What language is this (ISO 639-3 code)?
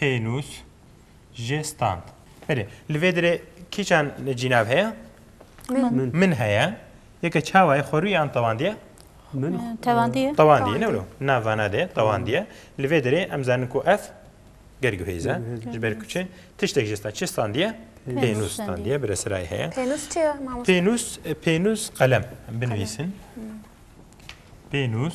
kur